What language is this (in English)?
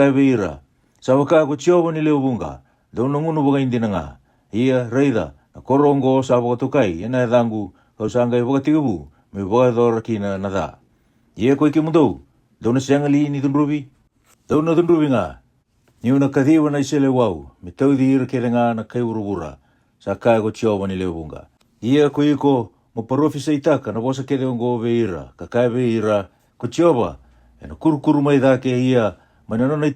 Fijian